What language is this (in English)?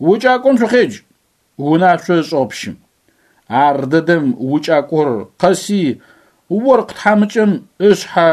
Adyghe